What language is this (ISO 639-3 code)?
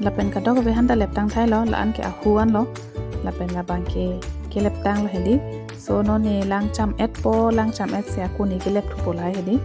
mjw